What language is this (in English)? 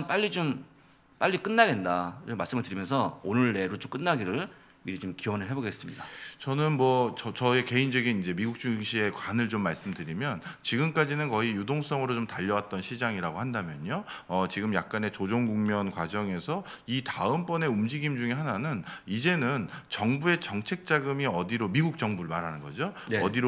Korean